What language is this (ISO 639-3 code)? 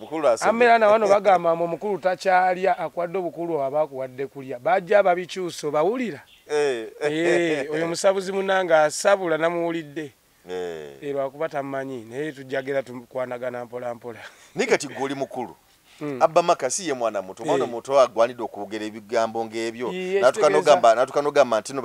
lug